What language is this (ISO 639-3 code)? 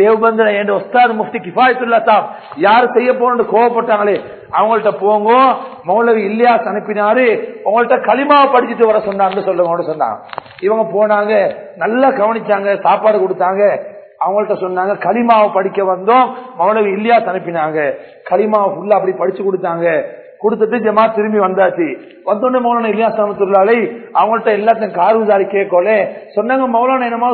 tam